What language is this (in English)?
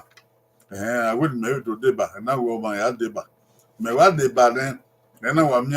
Bini